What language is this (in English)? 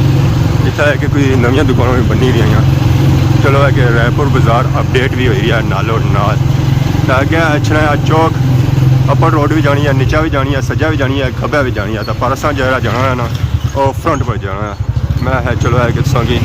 Pahari-Potwari